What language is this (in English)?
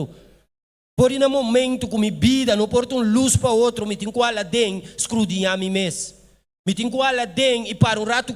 Papiamento